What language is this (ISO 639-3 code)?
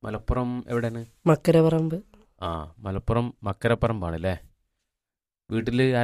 mal